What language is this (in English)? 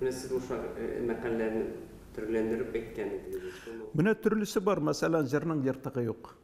Tatar